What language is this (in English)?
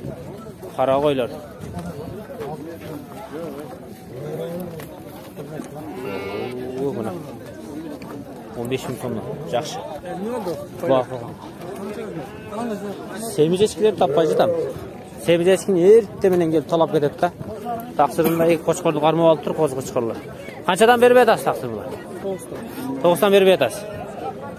Kyrgyz